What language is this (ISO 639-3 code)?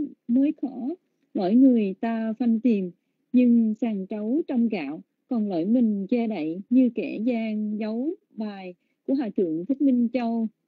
vie